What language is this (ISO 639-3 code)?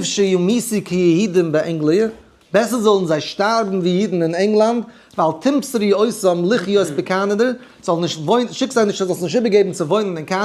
yid